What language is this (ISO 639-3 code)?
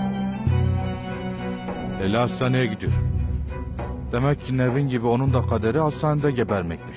tur